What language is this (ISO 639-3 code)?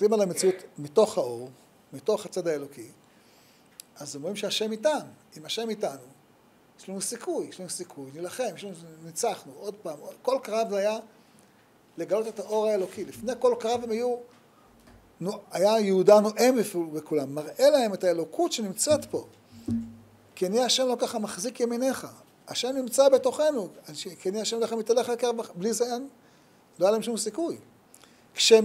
heb